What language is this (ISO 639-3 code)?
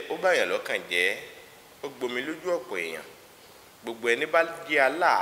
yor